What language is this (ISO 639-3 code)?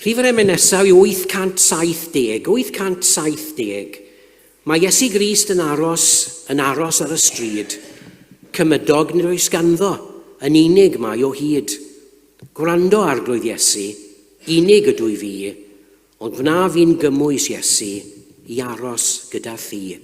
cym